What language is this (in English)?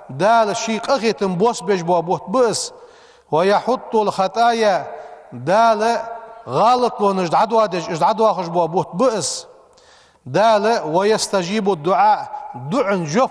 Ingush